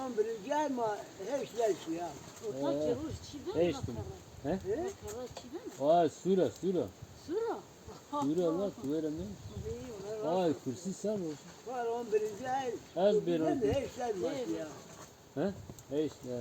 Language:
Zaza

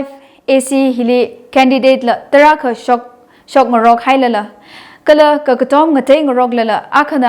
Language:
Tangkhul Naga (India)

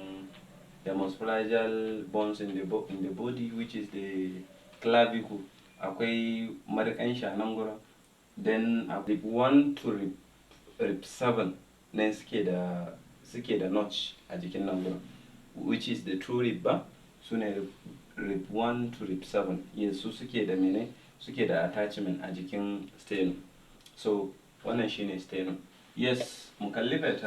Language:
Hausa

